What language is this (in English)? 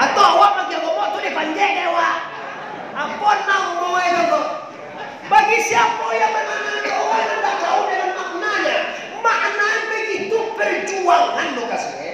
Minangkabau